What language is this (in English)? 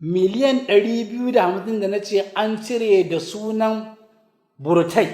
Hausa